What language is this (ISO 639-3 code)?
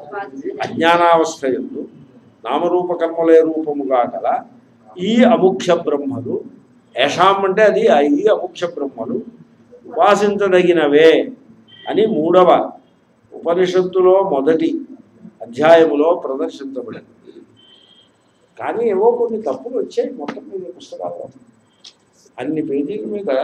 tel